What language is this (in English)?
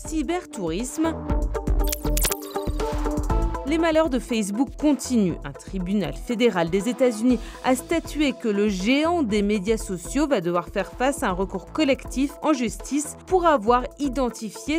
French